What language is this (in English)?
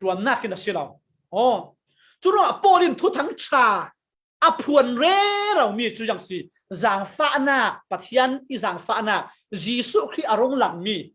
Falam Chin